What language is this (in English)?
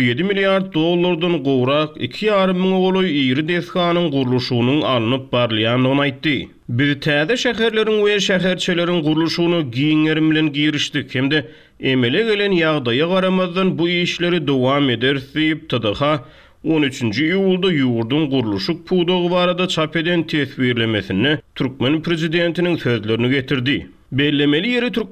Turkmen